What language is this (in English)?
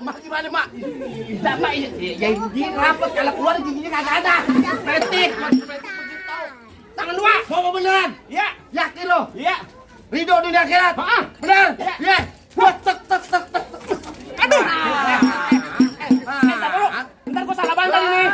Betawi